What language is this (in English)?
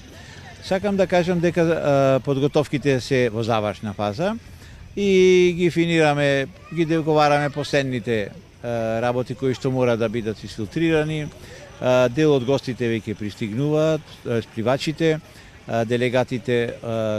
Macedonian